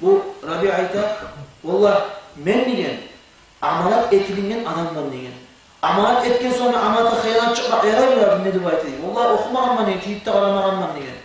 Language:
Kumyk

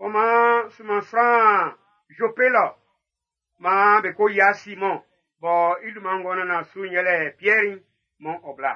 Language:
Baoulé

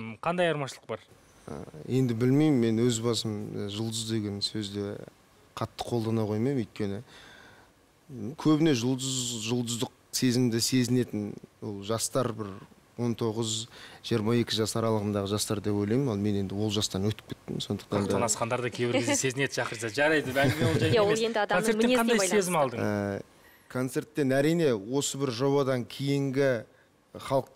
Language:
Kazakh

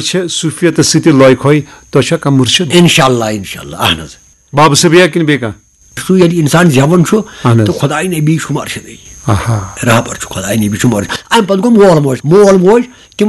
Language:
Kashmiri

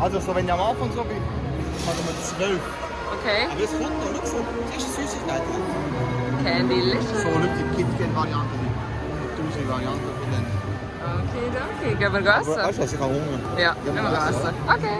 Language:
Swiss German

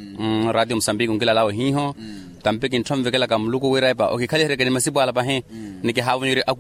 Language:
Makhuwa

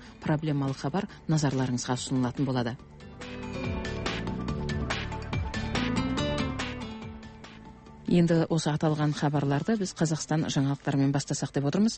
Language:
Kazakh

